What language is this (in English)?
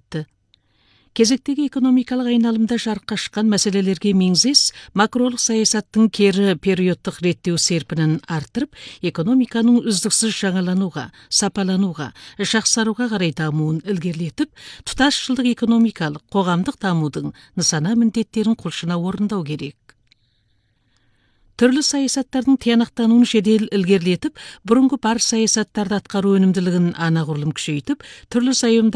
Kazakh